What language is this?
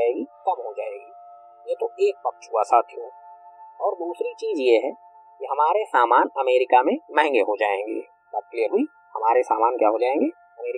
Hindi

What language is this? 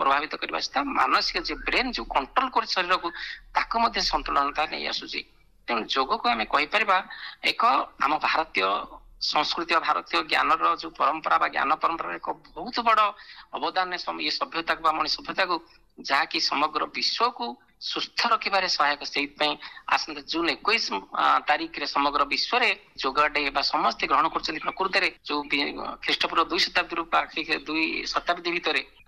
Odia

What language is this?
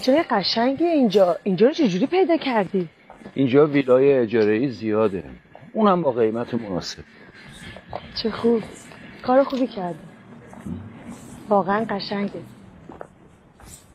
Persian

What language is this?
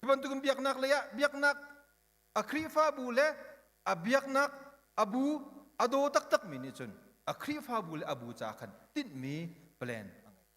Hakha Chin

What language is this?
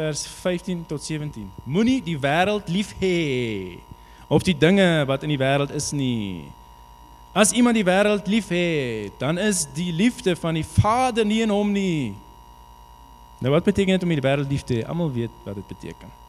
Afrikaans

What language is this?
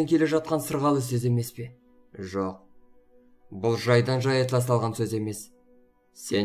Kazakh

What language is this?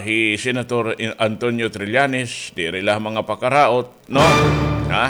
Waray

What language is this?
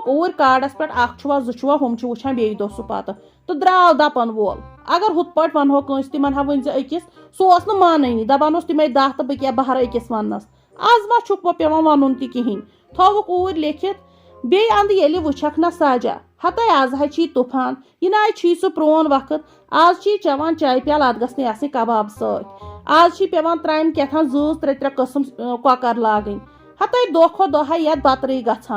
Kashmiri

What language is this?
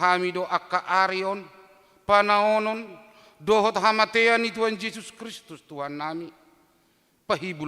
Batak Toba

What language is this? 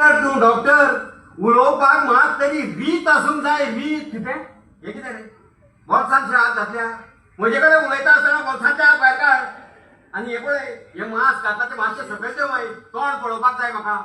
Konkani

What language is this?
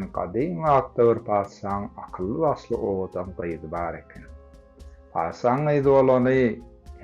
Turkmen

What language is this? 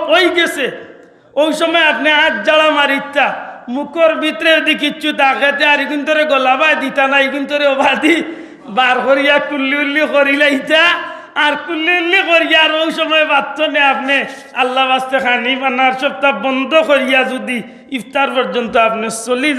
Sylheti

